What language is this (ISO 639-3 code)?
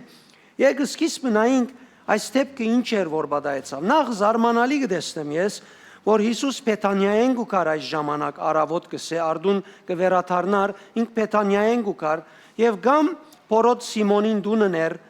hyw